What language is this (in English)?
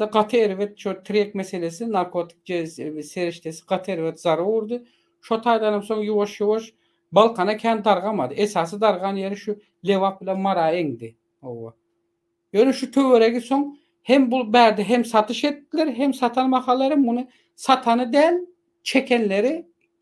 Turkmen